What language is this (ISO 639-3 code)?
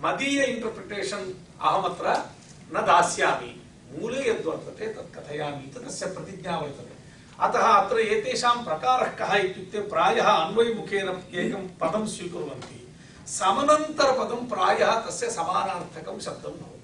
san